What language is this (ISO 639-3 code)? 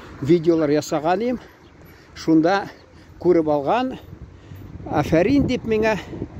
tat